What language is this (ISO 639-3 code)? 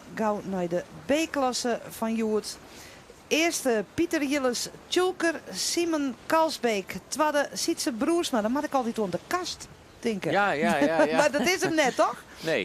fry